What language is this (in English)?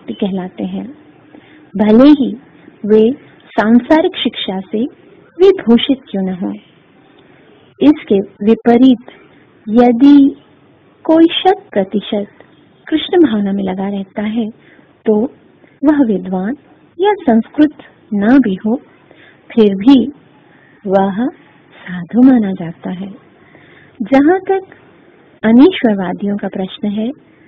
Hindi